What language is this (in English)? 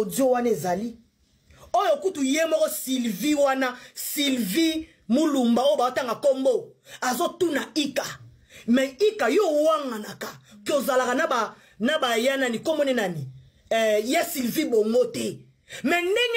Lingala